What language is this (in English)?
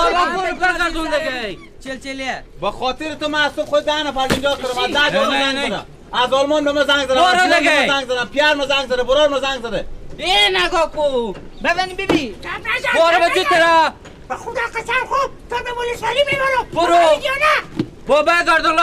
Persian